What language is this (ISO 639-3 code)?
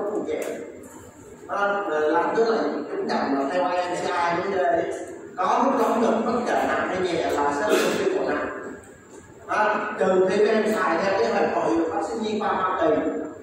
vie